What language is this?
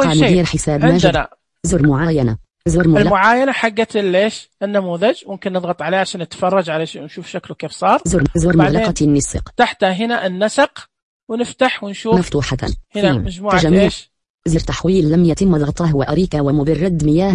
Najdi Arabic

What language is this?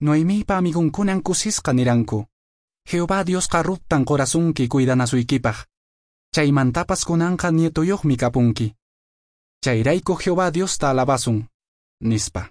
Quechua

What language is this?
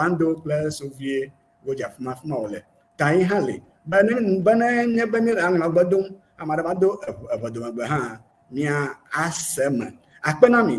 Ewe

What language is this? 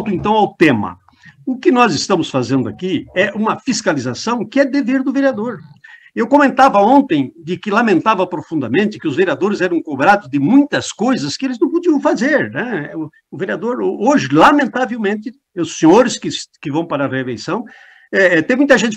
Portuguese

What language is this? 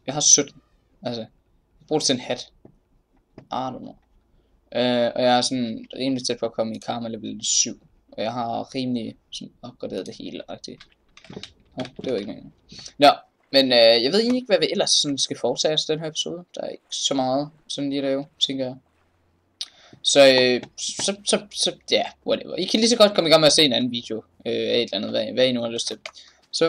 Danish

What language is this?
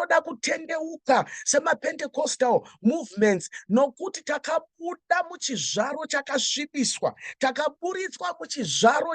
Shona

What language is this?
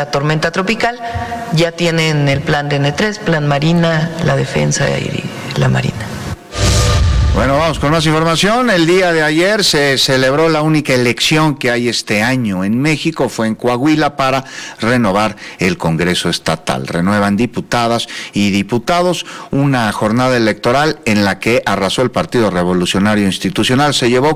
Spanish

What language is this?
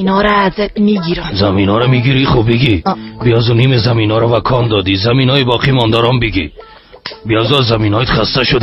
Persian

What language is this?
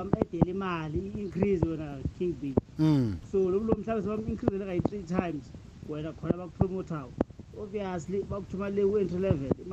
South Ndebele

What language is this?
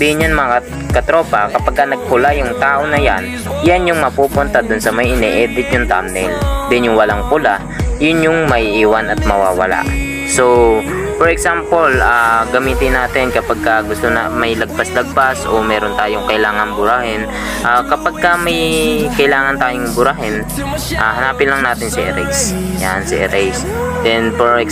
Filipino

